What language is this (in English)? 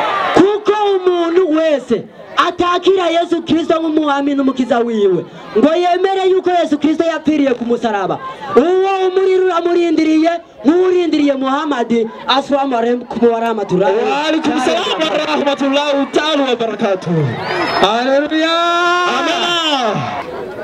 Rundi